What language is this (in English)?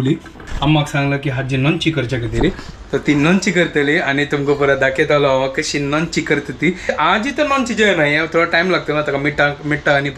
Konkani